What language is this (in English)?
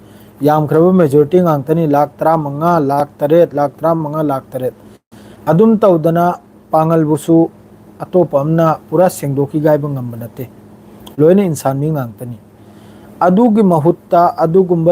Manipuri